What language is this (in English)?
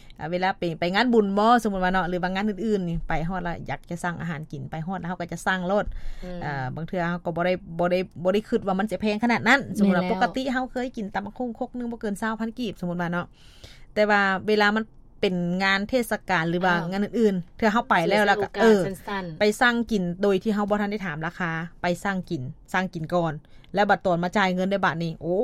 Lao